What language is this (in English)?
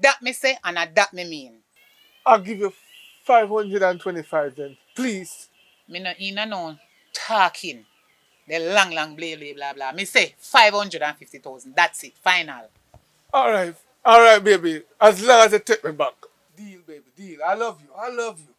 Jamaican Creole English